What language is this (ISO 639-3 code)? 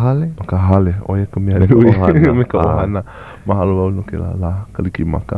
haw